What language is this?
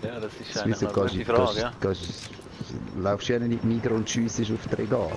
Swiss German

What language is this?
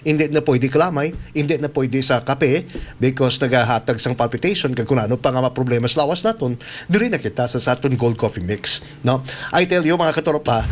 Hiligaynon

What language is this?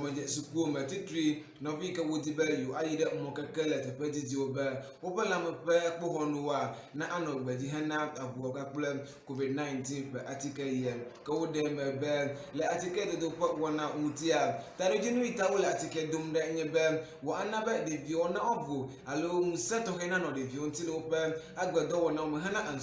Ewe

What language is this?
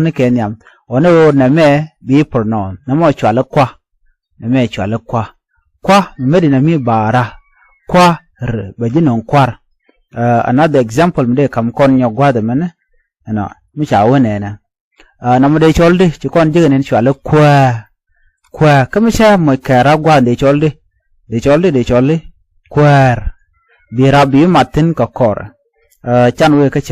Nuer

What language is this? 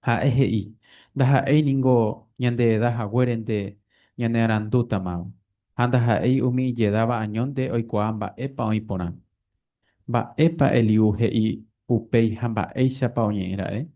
Guarani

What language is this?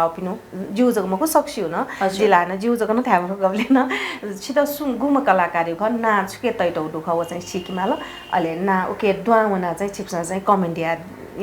Newari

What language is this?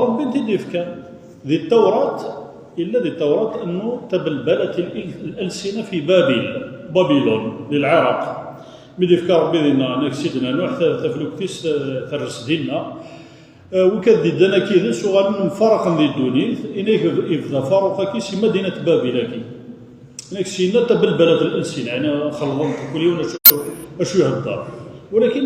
Kabyle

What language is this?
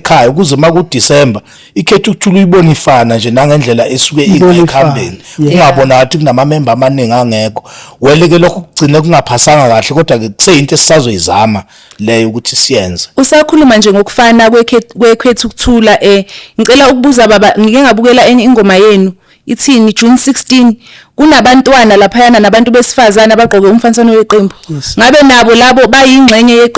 Zulu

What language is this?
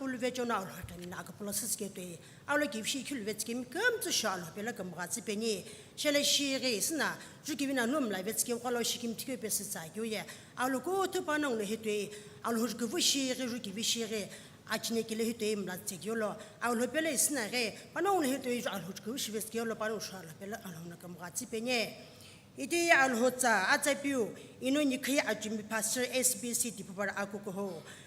Sumi Naga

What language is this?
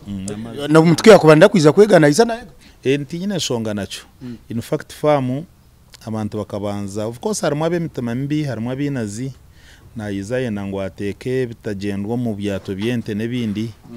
Nyankole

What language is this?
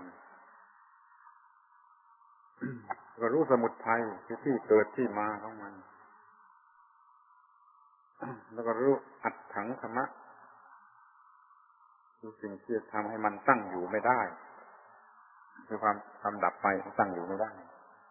Thai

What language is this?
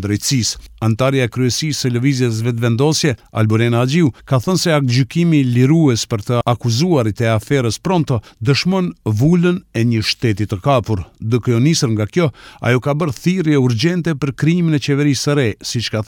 Albanian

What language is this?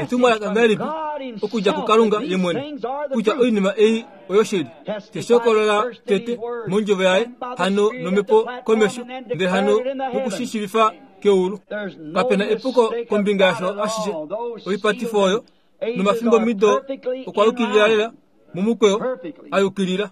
Kuanyama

